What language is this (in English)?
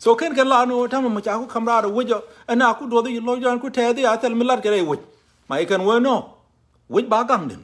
Nuer